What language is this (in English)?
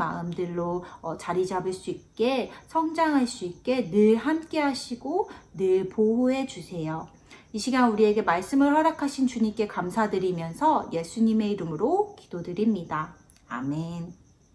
Korean